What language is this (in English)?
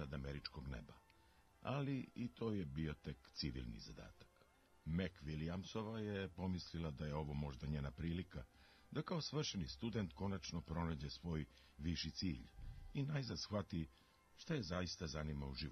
Serbian